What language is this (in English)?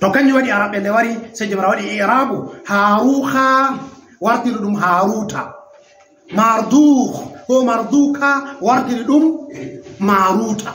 Fula